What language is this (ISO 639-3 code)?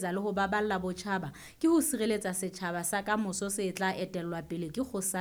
sot